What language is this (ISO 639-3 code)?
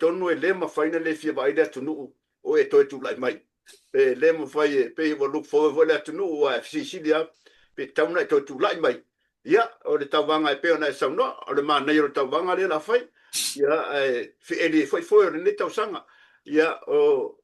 smo